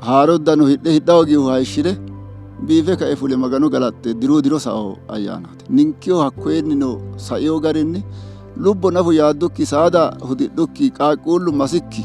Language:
Sidamo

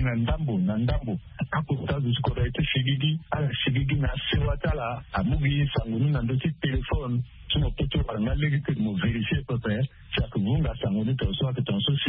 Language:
Sango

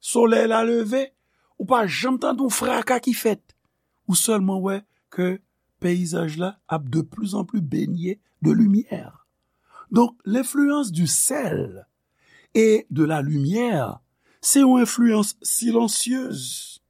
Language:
Haitian Creole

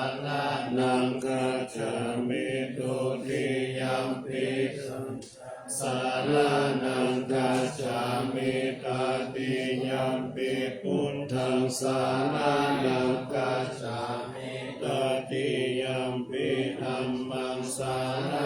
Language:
Pali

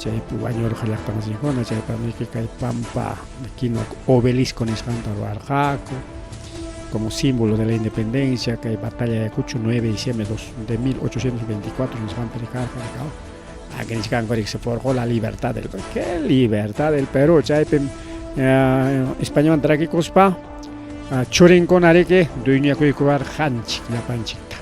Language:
Ayacucho Quechua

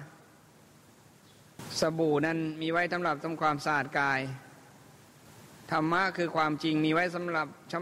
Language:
Thai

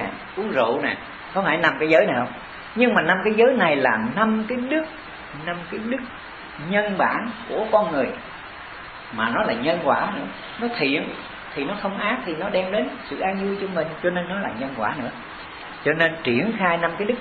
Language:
Vietnamese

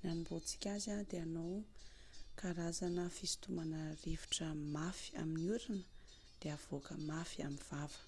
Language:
Malagasy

